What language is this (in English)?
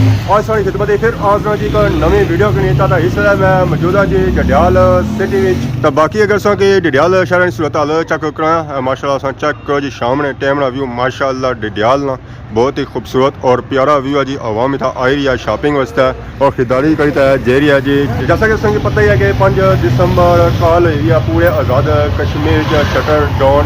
Pahari-Potwari